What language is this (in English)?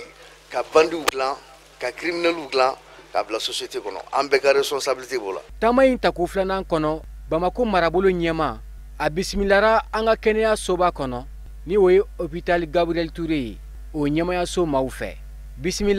Bambara